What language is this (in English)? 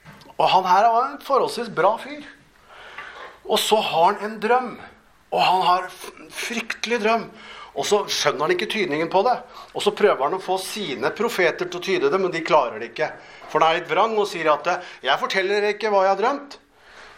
Norwegian